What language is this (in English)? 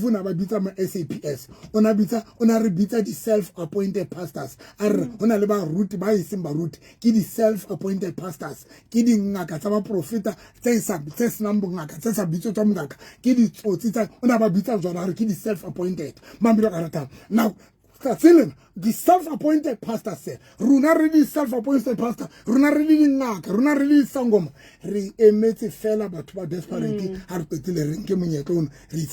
Southern Sotho